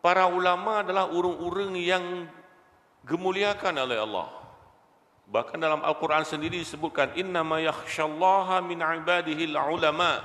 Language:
Achinese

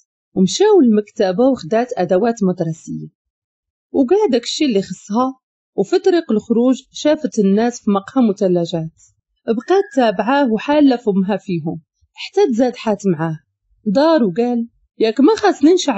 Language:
Moroccan Arabic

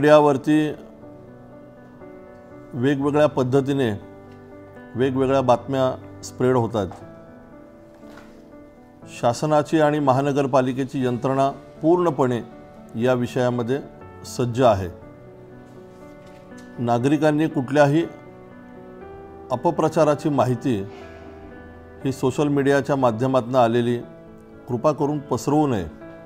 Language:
Marathi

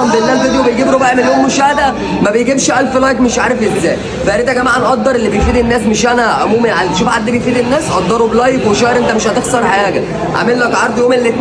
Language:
Egyptian Arabic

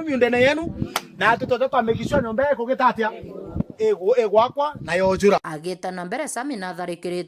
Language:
Meru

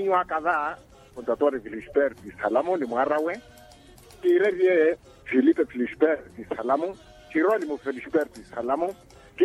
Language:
Makhuwa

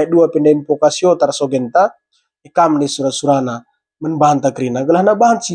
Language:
Batak Karo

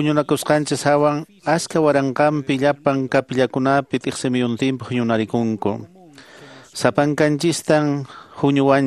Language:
Quechua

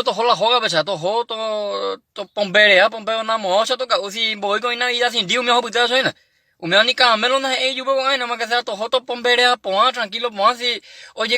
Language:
Guarani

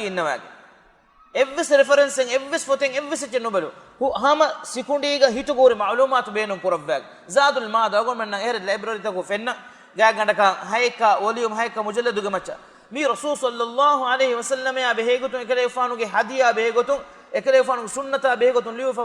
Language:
Divehi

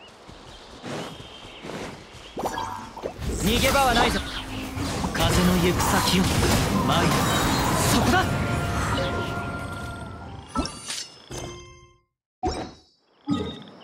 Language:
Japanese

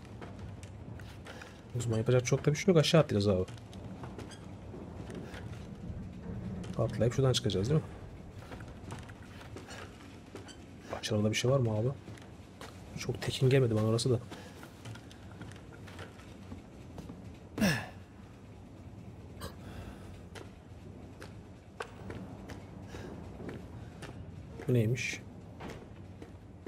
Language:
Turkish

